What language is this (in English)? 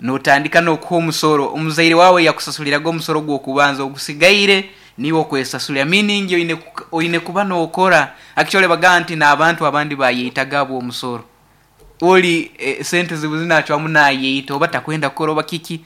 Nyankole